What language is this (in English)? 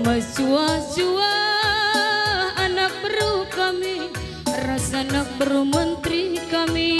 Batak Karo